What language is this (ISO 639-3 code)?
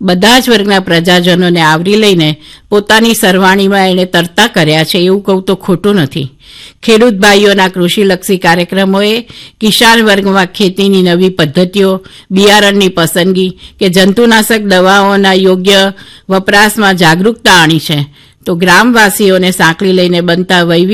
guj